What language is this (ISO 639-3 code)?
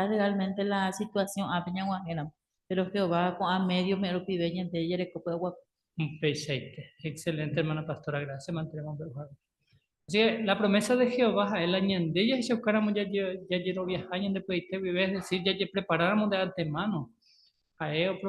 grn